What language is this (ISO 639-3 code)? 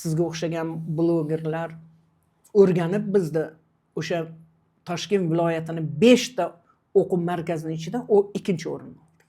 uzb